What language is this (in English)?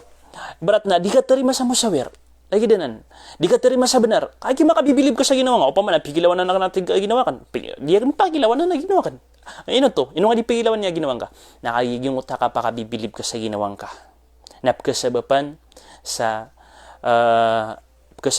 Maranao